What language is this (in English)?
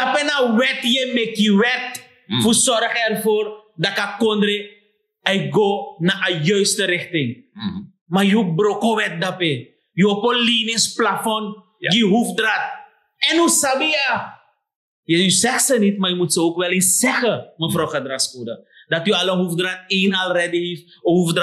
Sranan Tongo